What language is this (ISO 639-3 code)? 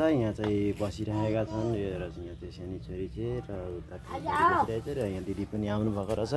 nep